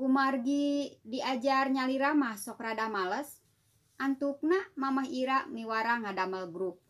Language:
Sundanese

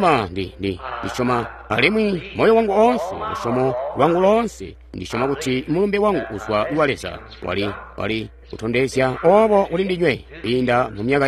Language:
Tonga (Zambia)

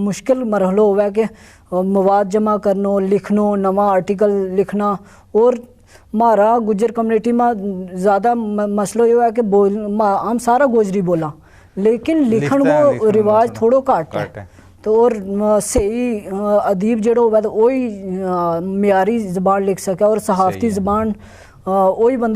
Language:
Gujari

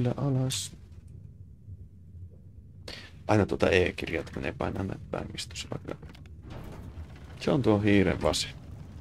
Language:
Finnish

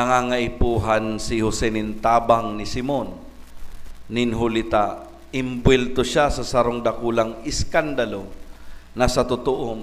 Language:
Bikol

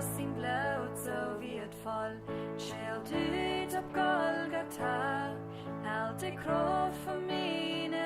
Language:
Plautdietsch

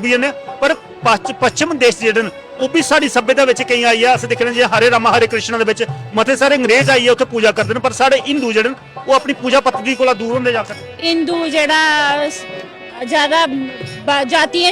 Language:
Dogri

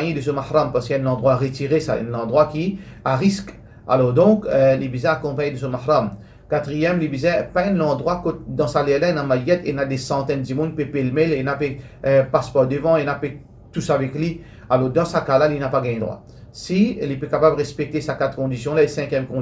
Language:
Morisyen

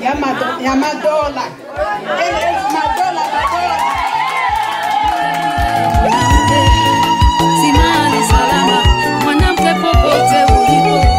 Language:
Swahili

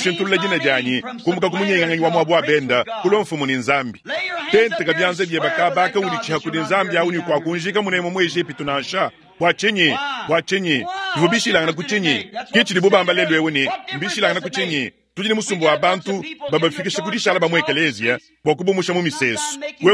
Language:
Luba-Lulua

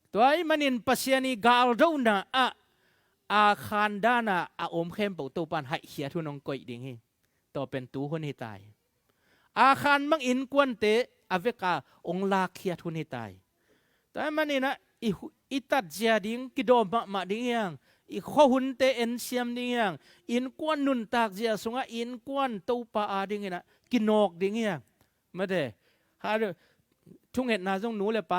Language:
Tedim Chin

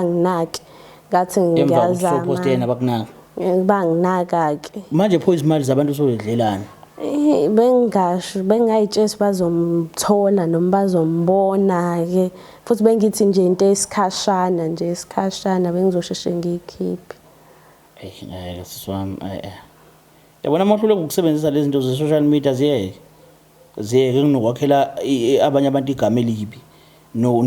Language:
Zulu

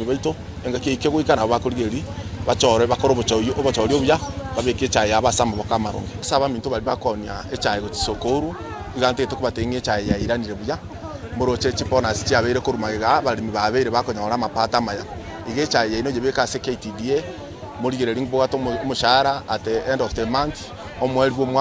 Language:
Gusii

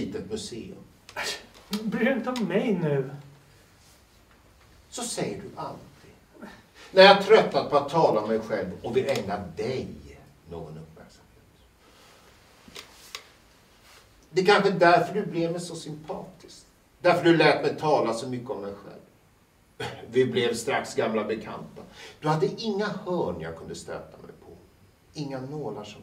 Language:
Swedish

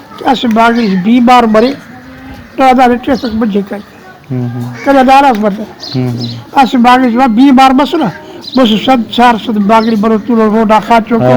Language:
Brahui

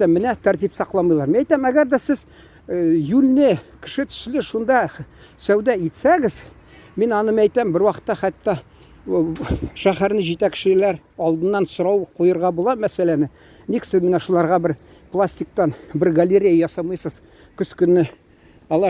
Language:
Tatar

